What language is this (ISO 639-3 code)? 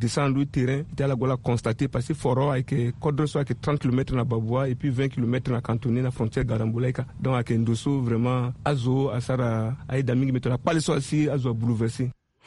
sag